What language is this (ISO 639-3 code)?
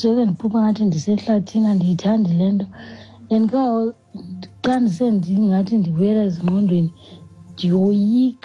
xho